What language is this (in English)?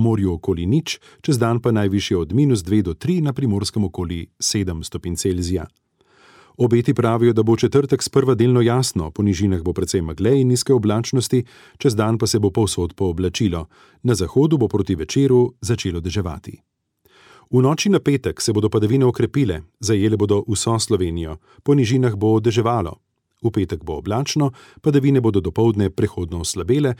Slovenian